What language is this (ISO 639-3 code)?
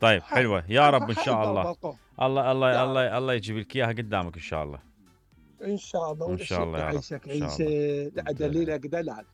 acm